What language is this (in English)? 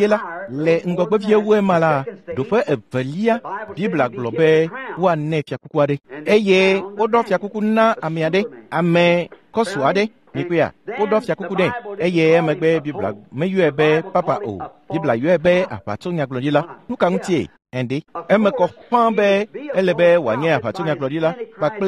Ewe